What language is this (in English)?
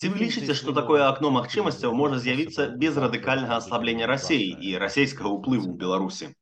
Belarusian